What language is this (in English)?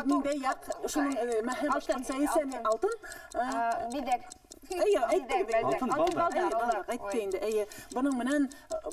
Bashkir